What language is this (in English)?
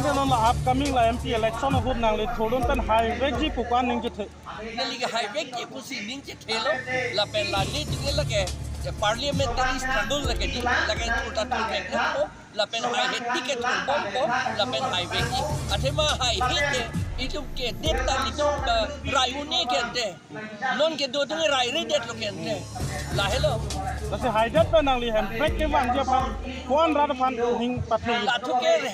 Karbi